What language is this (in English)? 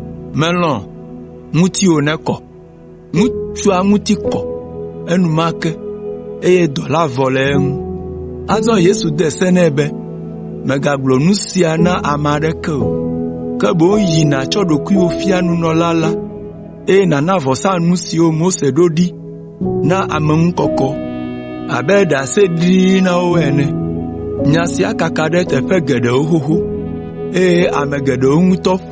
Ewe